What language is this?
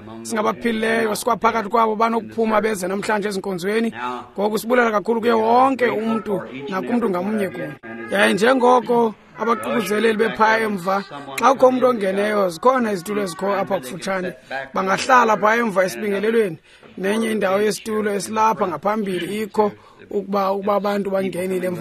Xhosa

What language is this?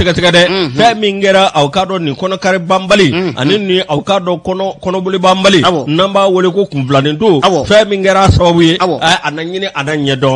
Bambara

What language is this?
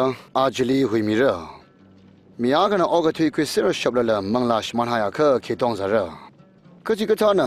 Tangkhul Naga (India)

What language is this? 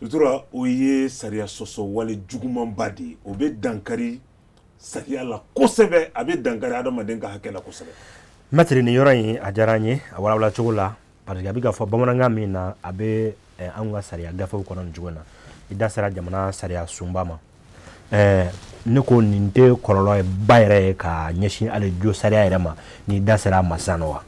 Bambara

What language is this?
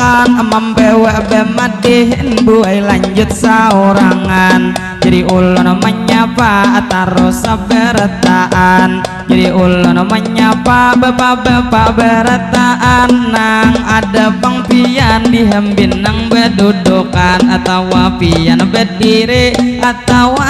Banjar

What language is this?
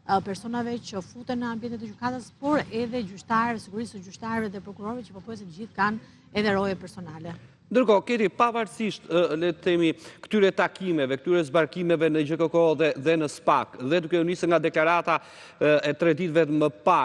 Albanian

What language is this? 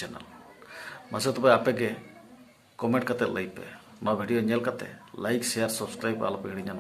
Santali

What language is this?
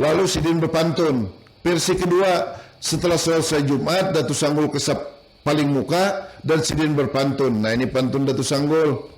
Banjar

